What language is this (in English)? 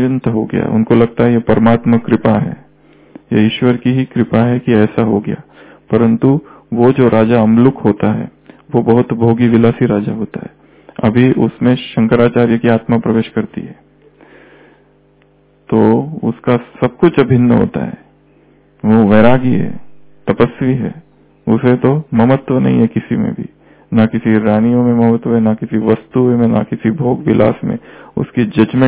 Hindi